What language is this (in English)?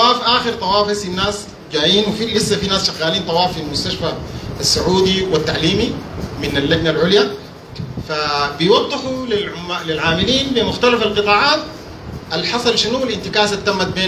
Sudanese Arabic